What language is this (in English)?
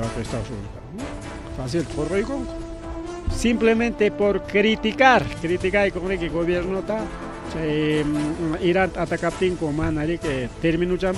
Ayacucho Quechua